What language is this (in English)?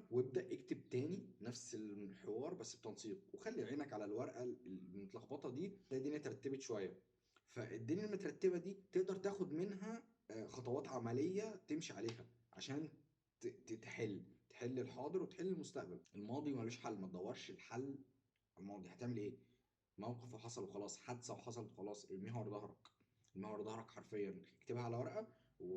Egyptian Arabic